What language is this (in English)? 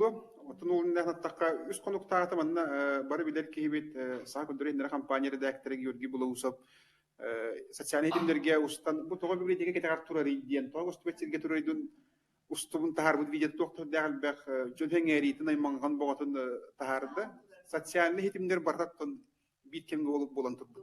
Yakut